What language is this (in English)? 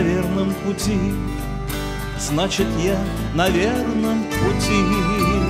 Russian